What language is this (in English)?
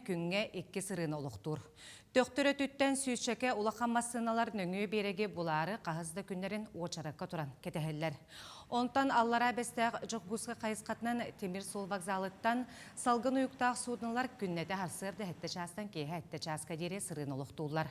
Yakut